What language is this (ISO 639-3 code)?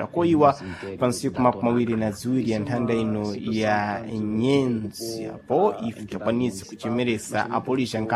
seh